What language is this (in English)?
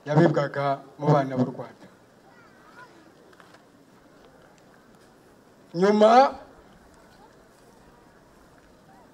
Kinyarwanda